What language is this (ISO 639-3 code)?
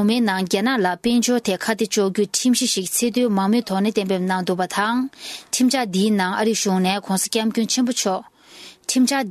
bod